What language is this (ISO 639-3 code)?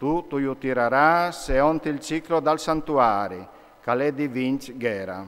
fur